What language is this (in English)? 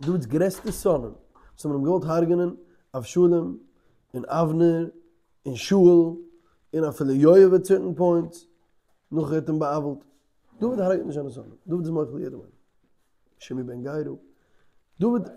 Yiddish